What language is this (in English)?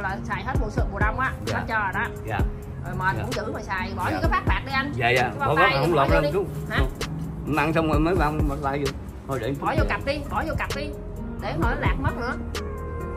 Vietnamese